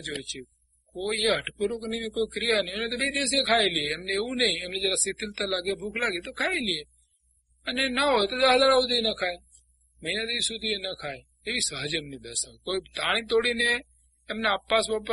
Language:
Gujarati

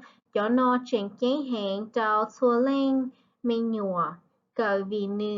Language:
Hmong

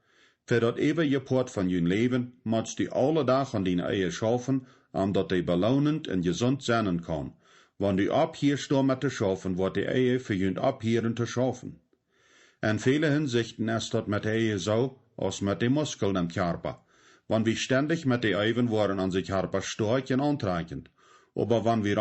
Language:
Plautdietsch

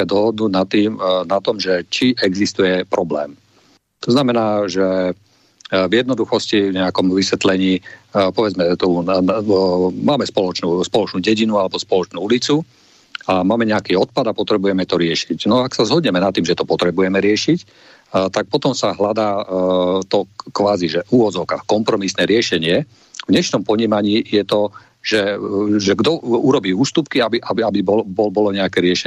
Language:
Slovak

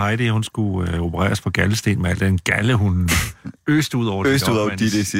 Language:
Danish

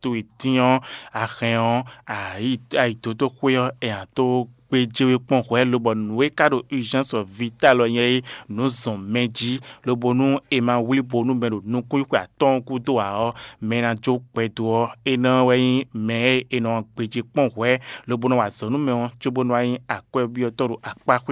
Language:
Fon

